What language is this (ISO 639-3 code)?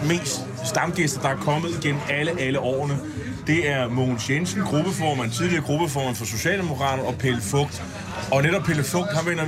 dan